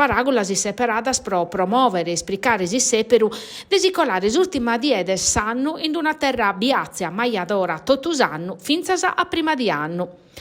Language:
Sardinian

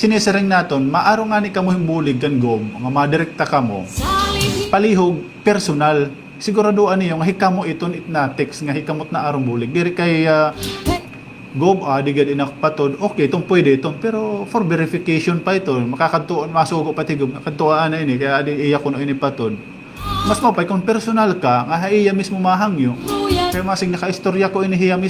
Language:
Waray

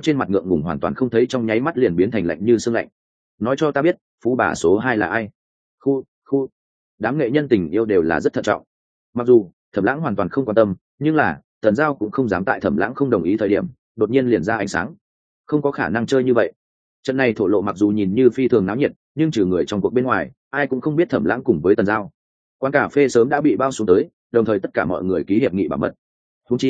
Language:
Vietnamese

